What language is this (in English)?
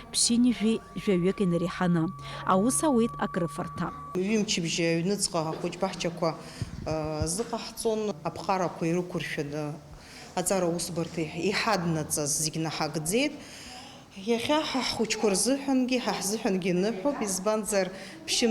Abkhazian